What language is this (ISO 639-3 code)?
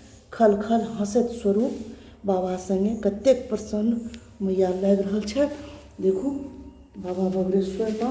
mai